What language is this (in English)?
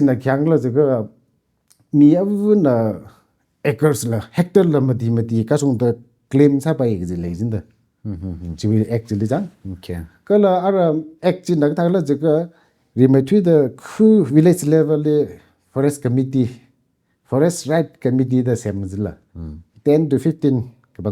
Tangkhul Naga (India)